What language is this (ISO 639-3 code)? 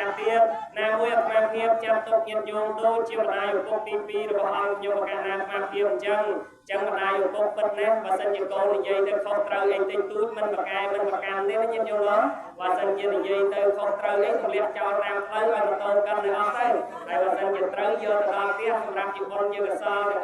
khm